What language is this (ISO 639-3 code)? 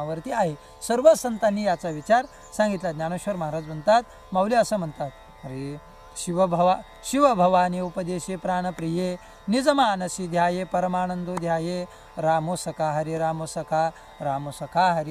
mar